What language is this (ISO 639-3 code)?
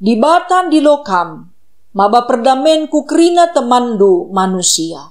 btx